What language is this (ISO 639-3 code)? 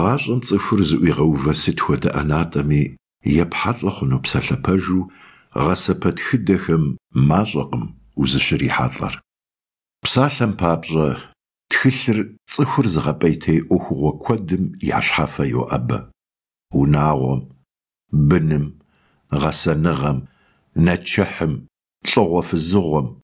kbd